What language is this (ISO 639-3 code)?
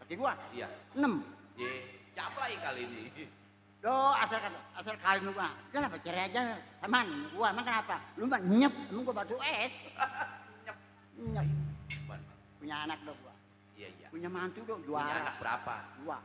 bew